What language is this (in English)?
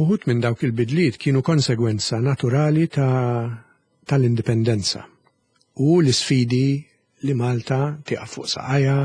Maltese